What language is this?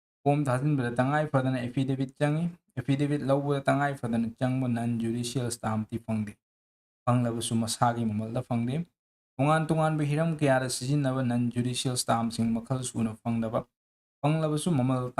Manipuri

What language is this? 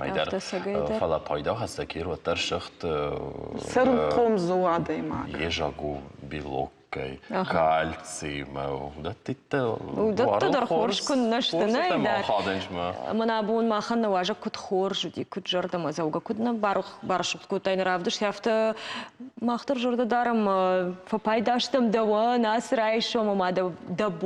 Ossetic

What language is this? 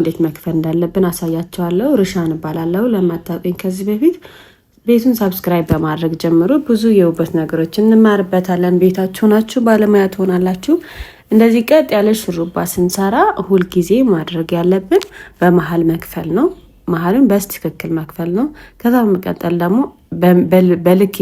Amharic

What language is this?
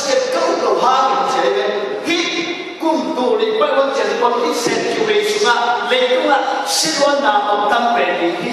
Tedim Chin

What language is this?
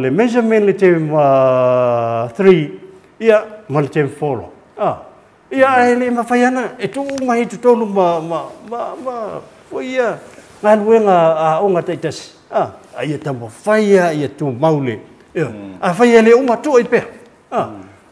Samoan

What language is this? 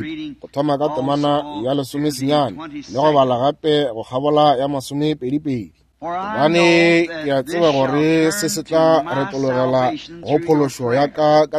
Northern Sotho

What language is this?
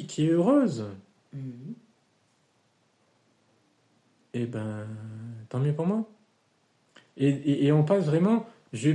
French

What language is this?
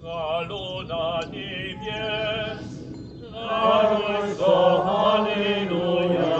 Upper Sorbian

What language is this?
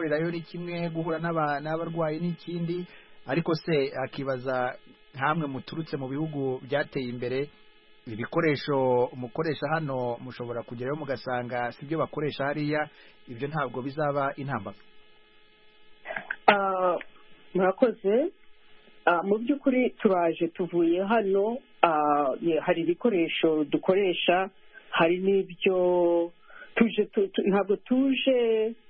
Kinyarwanda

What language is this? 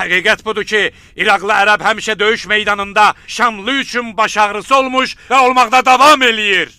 Azerbaijani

